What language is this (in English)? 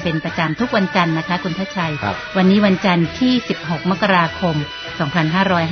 Thai